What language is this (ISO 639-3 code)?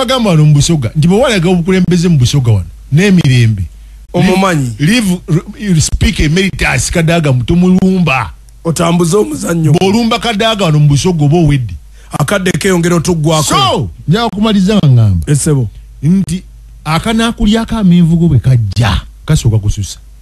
lug